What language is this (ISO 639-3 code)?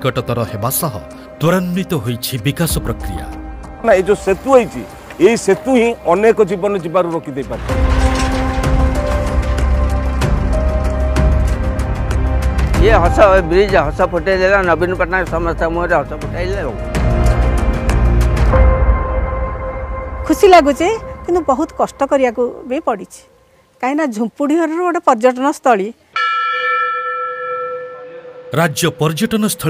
ori